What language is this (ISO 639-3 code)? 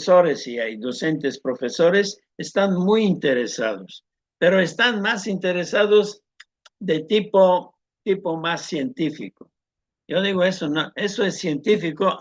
lad